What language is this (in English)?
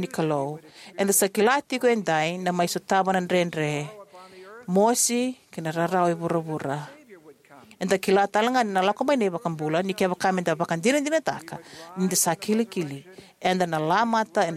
Fijian